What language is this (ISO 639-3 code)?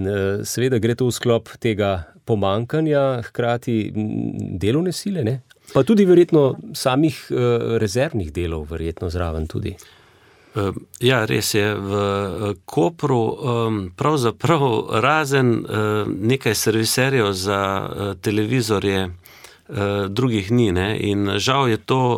slv